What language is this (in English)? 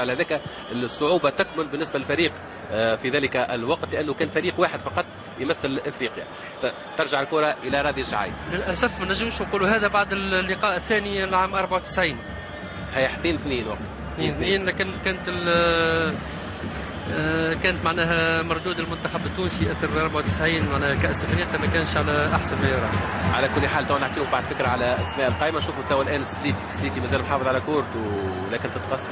Tunisian Arabic